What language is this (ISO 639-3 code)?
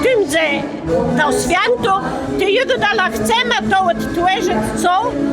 csb